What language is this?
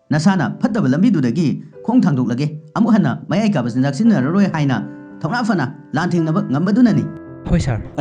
Manipuri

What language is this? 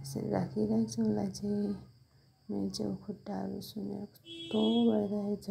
Nepali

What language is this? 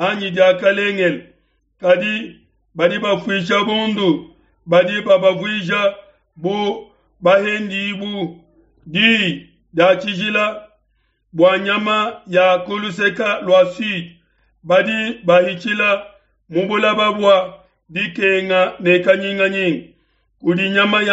Luba-Lulua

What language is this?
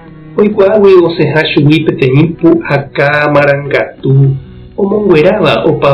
Guarani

